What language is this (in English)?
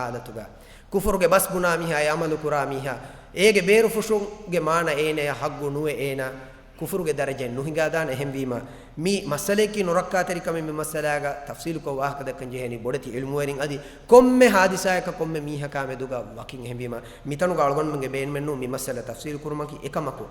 Divehi